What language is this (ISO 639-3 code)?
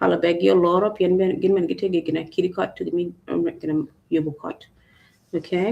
ach